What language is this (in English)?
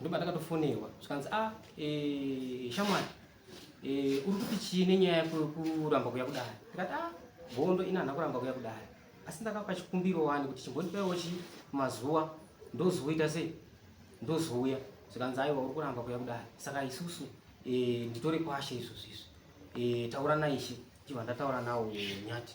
Shona